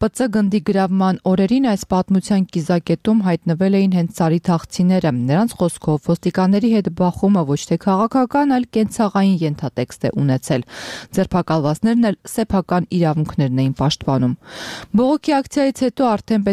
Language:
Armenian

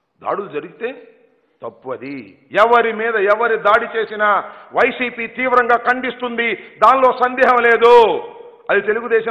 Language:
Telugu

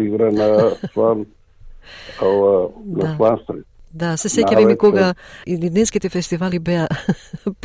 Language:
Macedonian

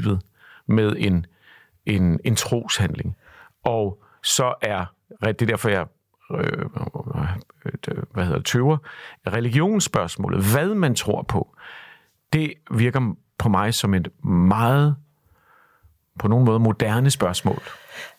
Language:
Danish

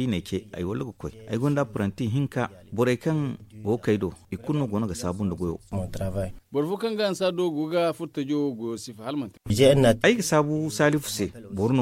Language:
Zarma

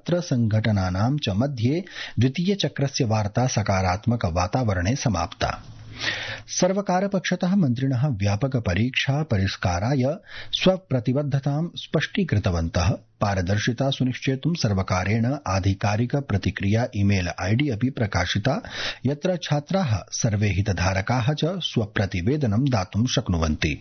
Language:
Sanskrit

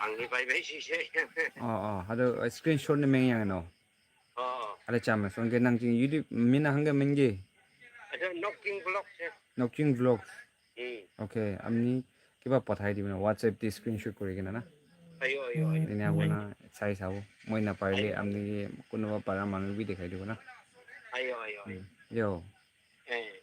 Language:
Naga Pidgin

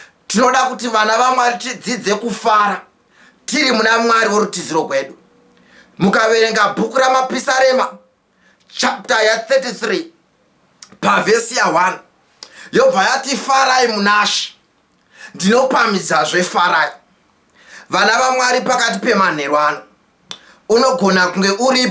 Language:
Shona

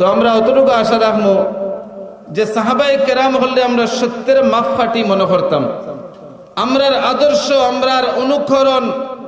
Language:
Sylheti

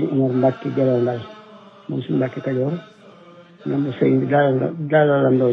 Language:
Wolof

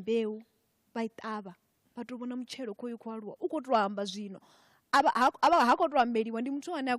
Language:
Venda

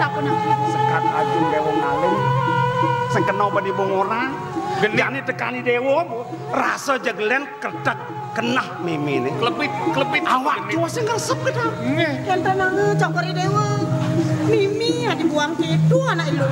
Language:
Balinese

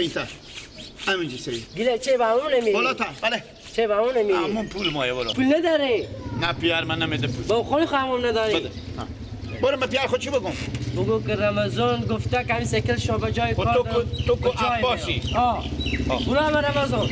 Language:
Persian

